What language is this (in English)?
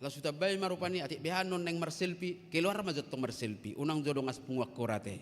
Batak Toba